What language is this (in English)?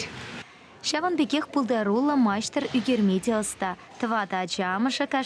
Chuvash